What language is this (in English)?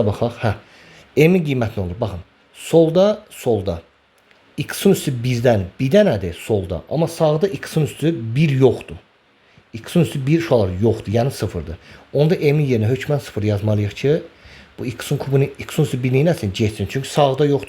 Azerbaijani